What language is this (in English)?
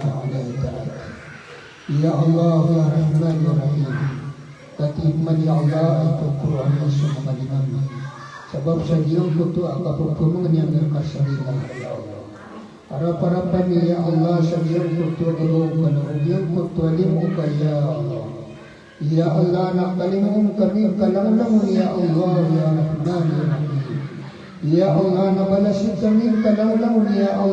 Maranao